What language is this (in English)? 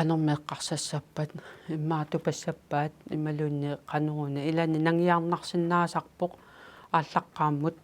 Kalaallisut